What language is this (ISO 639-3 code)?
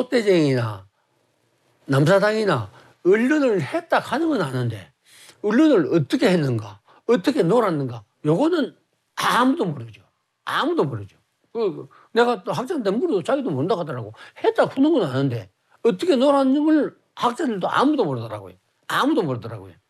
kor